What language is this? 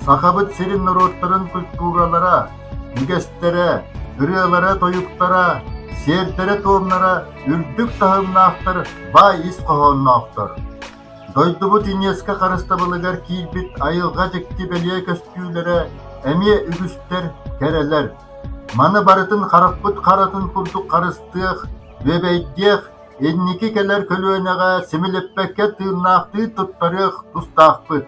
Yakut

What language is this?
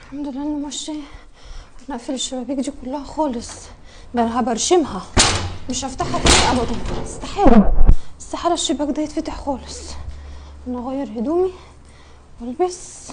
Egyptian Arabic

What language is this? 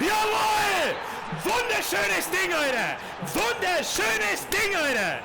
Bavarian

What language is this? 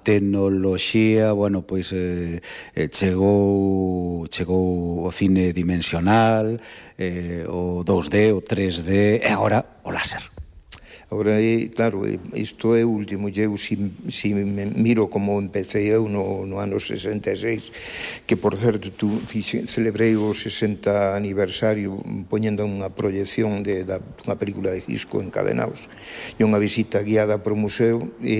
Galician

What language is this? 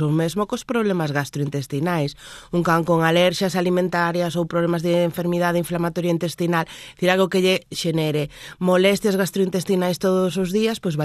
Galician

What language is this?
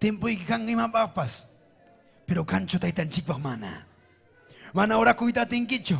Ayacucho Quechua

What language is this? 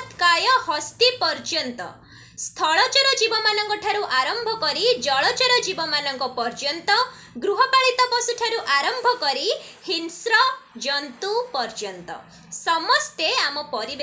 Odia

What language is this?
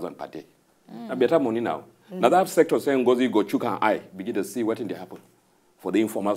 Nigerian Pidgin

